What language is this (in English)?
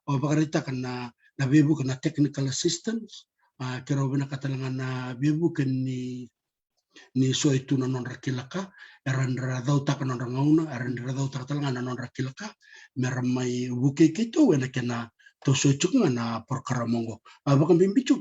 Fijian